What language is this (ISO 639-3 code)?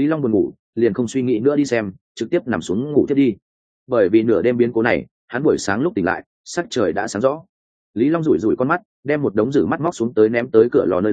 vie